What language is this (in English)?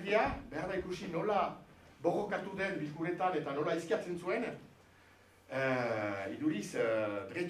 Basque